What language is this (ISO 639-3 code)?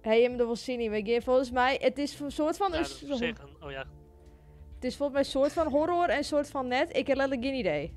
fry